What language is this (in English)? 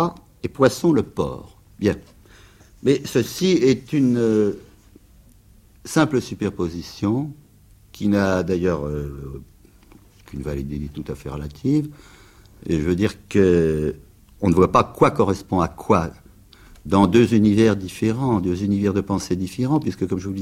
French